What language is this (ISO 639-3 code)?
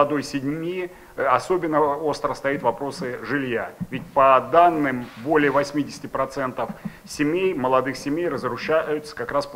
rus